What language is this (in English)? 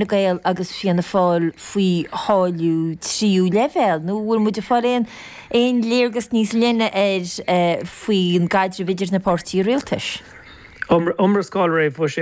Irish